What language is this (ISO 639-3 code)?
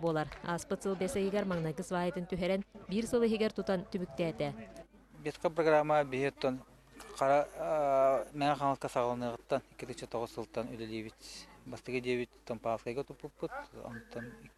sah